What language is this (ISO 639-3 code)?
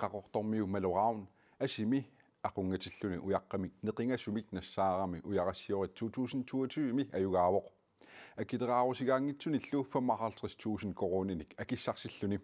kal